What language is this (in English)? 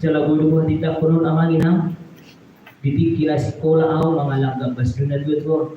Batak Toba